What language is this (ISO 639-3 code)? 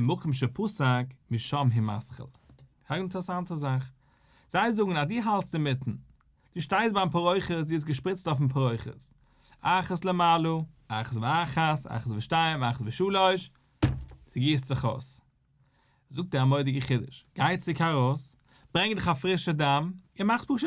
yid